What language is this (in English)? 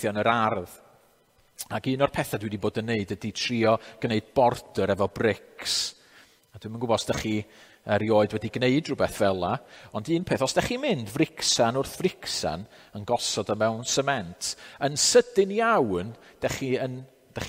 Welsh